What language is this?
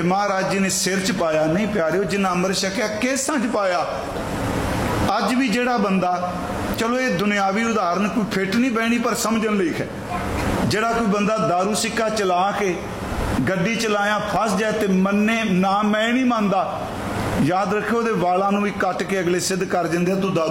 Punjabi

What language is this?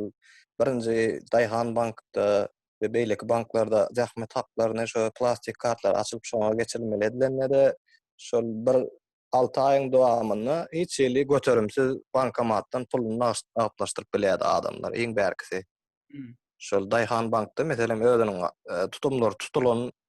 Turkmen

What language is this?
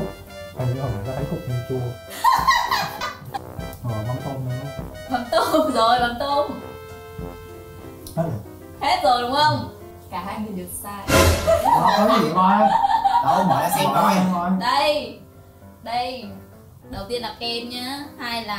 Vietnamese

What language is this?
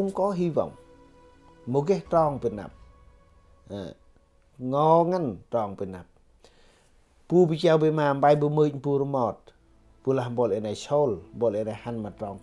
Central Mnong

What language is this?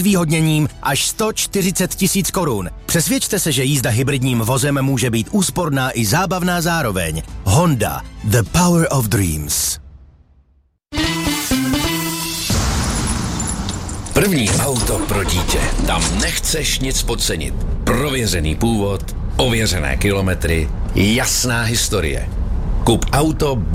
Czech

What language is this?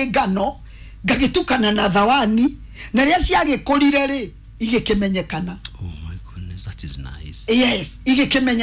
Kikuyu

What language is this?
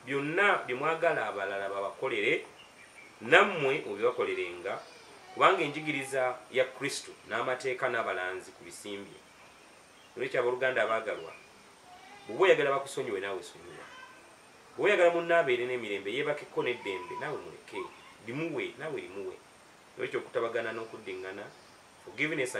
Ganda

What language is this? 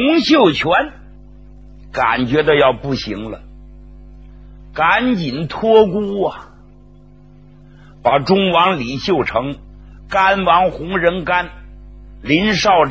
Chinese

